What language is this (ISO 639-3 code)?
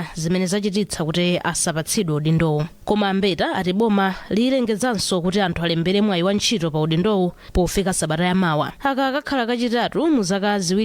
nya